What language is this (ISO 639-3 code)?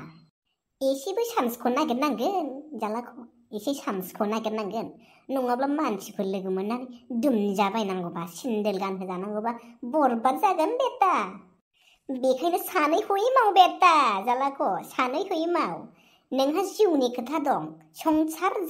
brx